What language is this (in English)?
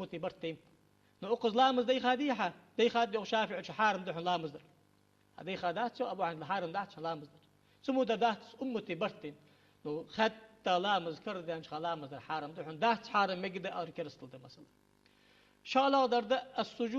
Ingush